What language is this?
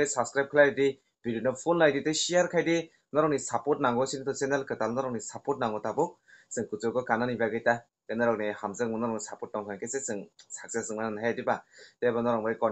Kok Borok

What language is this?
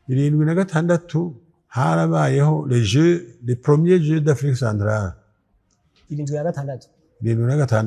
Rundi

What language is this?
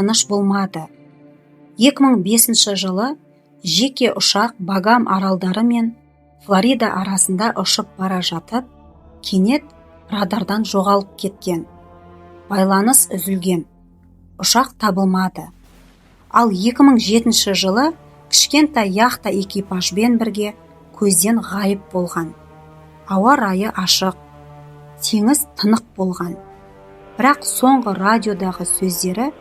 Kazakh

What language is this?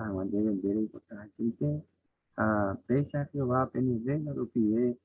Guarani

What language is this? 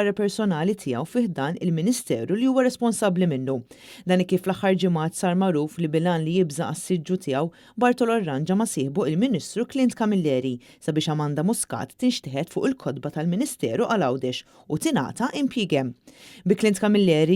Maltese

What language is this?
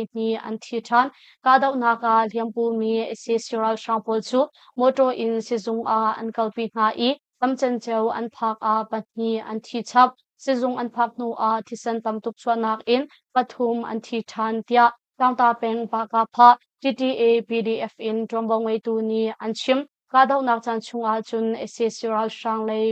Hakha Chin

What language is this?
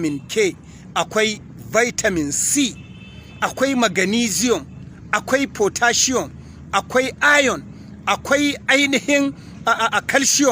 Hausa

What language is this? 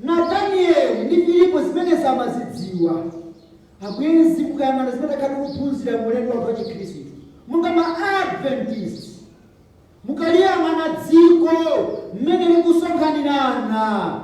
Nyanja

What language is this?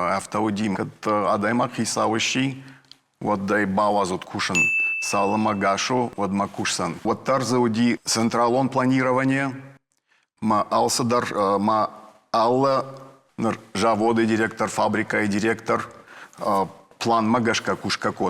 Ossetic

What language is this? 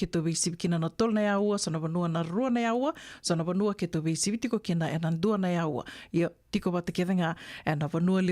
Fijian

